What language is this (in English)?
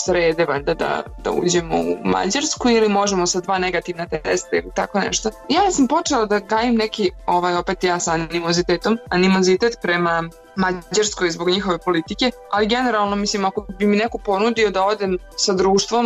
Serbian